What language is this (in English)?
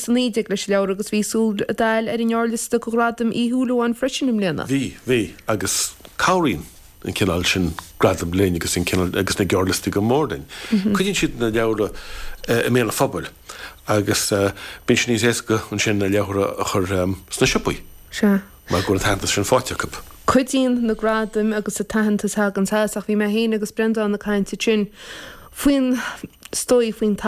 Irish